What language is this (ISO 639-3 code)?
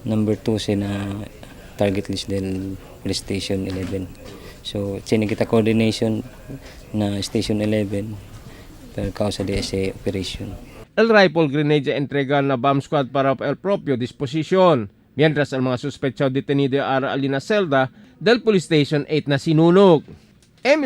cbk